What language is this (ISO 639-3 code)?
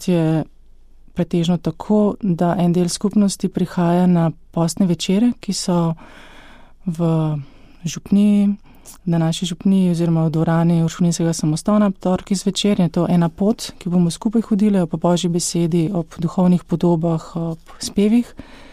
slv